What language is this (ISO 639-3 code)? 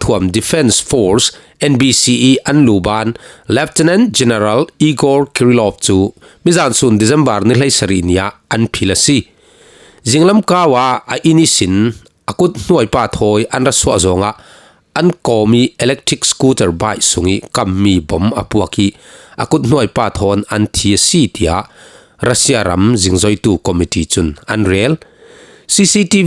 cfm